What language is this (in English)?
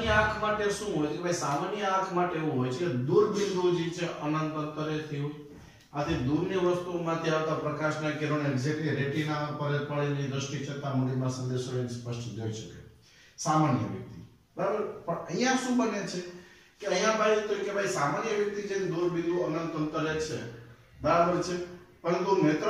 Gujarati